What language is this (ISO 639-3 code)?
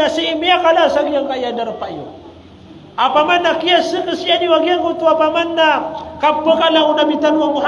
mrw